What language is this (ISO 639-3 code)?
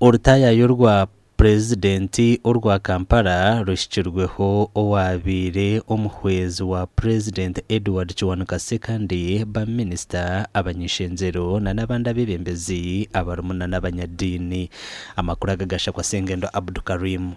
nyn